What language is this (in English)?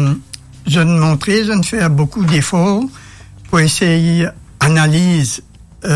Morisyen